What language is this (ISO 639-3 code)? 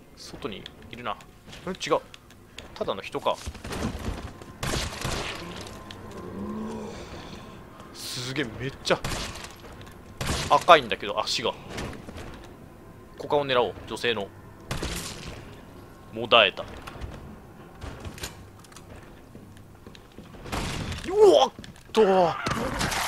jpn